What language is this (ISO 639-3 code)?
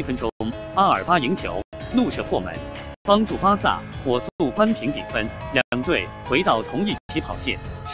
zho